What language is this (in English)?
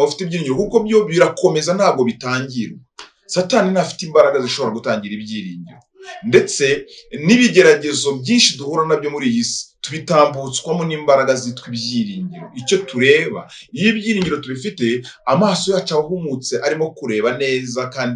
Kinyarwanda